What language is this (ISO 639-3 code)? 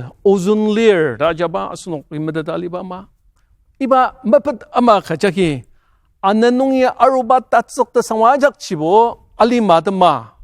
njo